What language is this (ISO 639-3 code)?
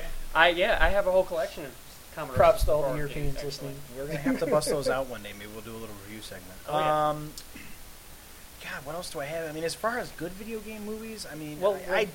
eng